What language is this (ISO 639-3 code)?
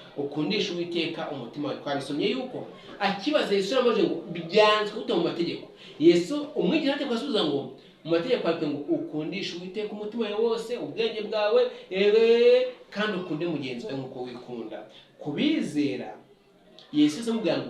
kin